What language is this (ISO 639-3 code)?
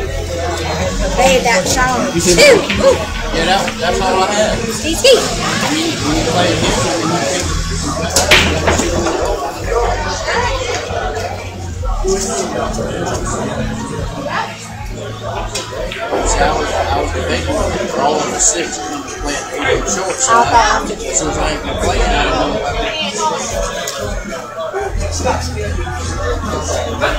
eng